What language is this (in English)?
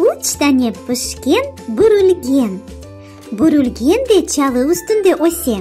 Crimean Tatar